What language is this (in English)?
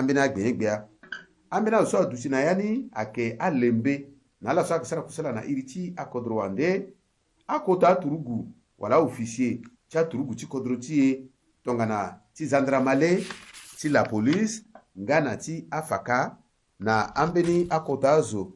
Sango